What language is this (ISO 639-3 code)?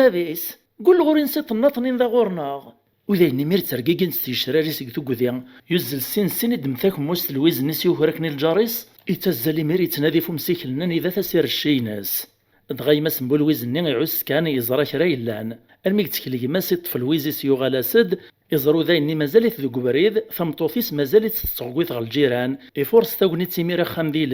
kab